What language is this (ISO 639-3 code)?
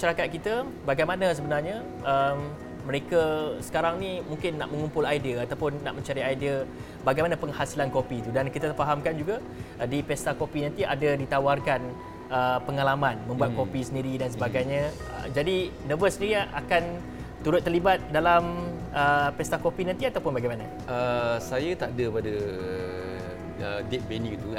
msa